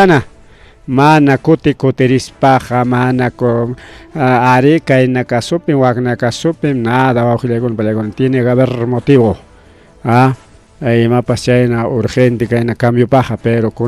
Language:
Ayacucho Quechua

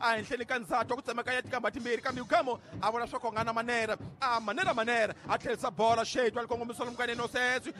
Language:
Tsonga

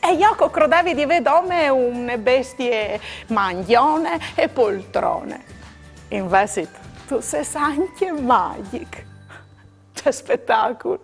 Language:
Friulian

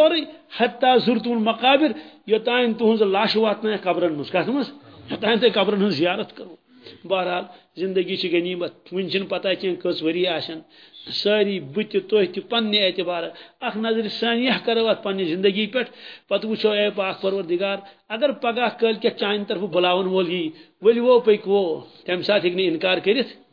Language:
Kashmiri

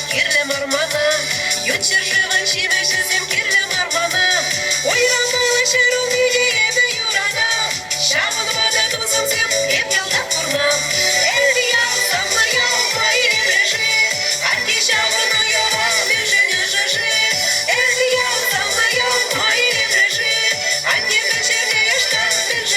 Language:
Chuvash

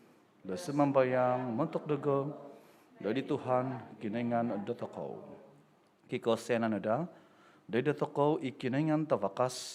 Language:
Central Dusun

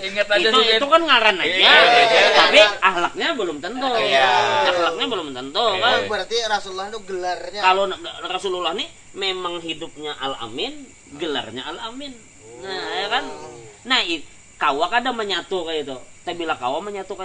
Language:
Banjar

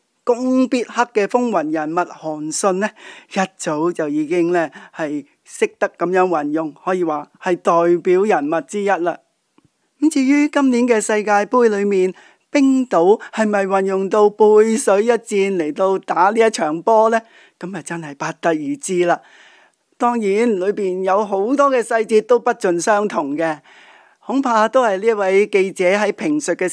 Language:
Cantonese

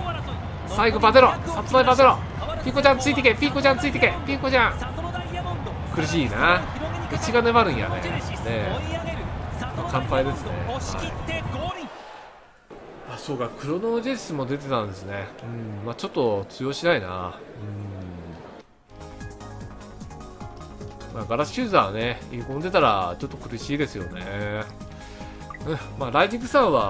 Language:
Japanese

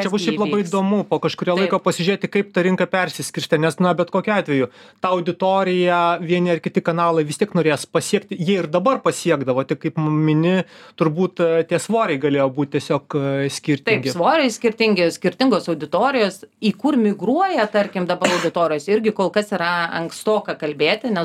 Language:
Lithuanian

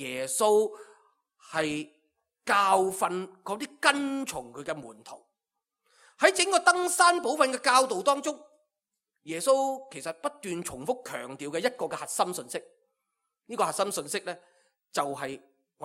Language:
Cantonese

